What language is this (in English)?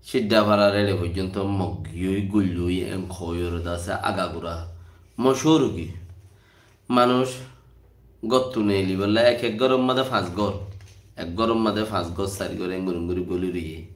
Rohingya